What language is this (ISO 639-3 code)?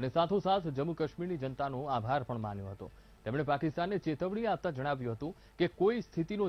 guj